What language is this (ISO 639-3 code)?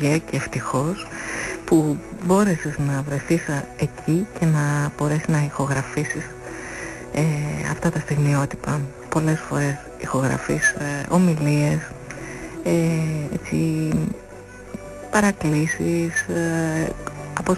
ell